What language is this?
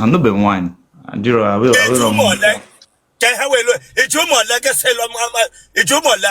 Igbo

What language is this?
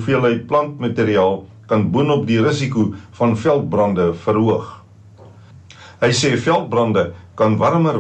Afrikaans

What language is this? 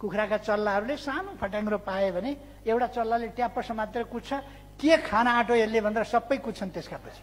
Nepali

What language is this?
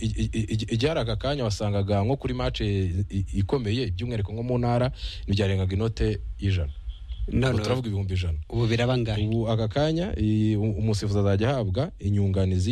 Kinyarwanda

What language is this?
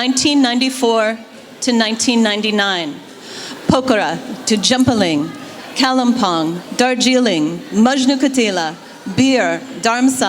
Tibetan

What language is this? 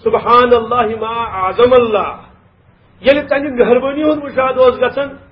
Kashmiri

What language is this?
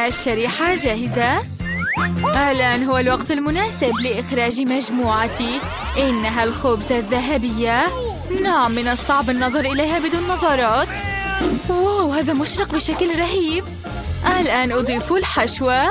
Arabic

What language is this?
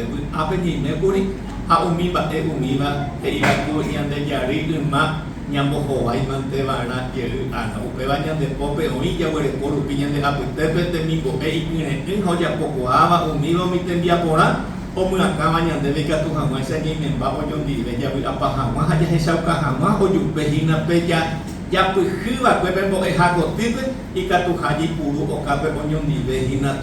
Guarani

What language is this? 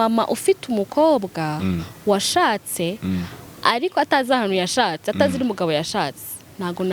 Kinyarwanda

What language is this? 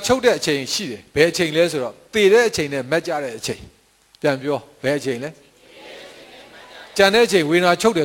Burmese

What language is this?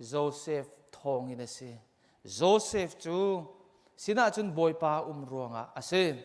Hakha Chin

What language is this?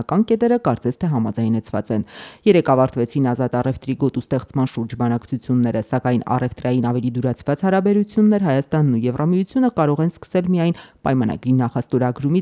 Armenian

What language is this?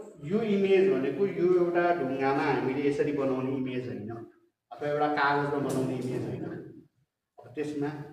Nepali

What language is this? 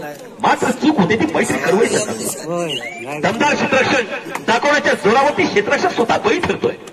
Marathi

